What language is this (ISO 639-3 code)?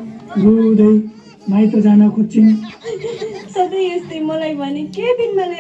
nep